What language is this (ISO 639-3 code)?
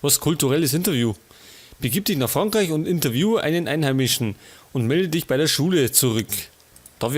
bar